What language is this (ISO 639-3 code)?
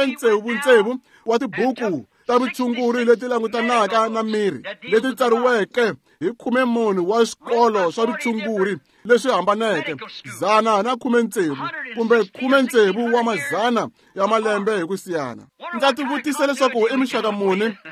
tso